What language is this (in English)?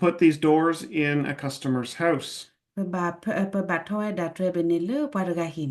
S'gaw Karen